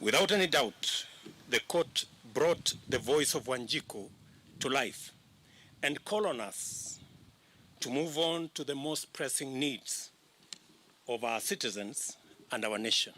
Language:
Kamba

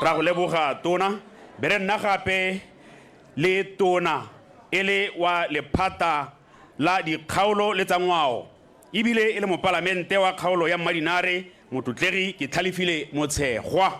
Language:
Tswana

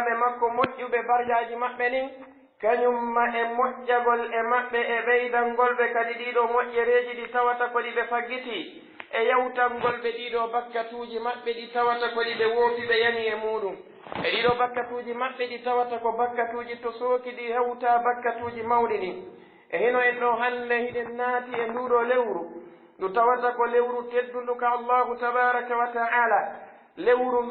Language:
Pular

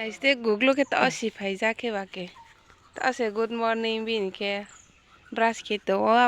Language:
Riang (India)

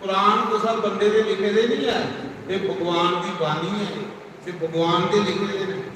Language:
Dogri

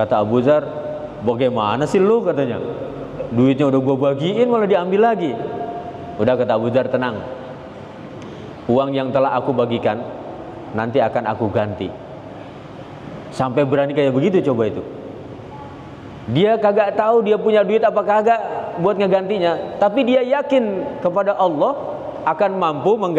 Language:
Indonesian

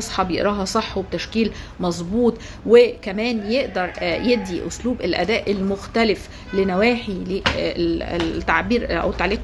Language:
Egyptian Arabic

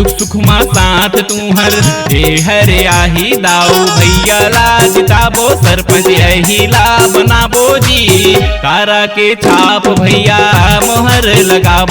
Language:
Chhattisgarhi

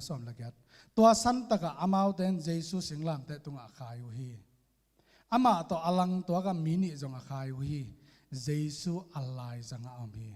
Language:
Tedim Chin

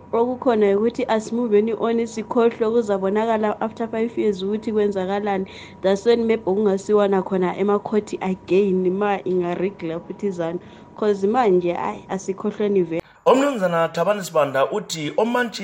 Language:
North Ndebele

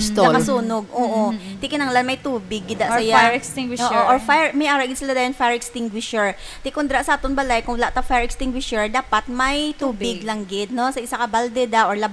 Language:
Hiligaynon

